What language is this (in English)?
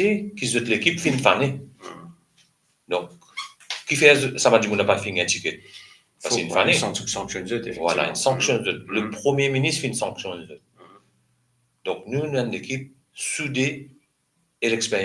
Morisyen